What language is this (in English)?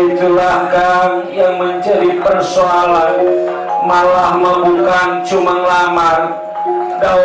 Betawi